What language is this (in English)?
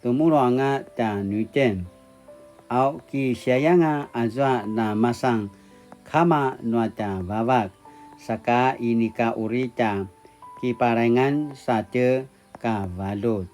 Paiwan